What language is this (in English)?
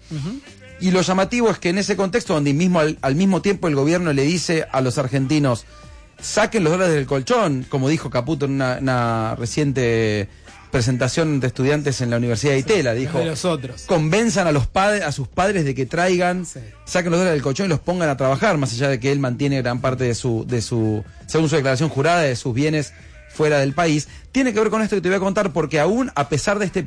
Spanish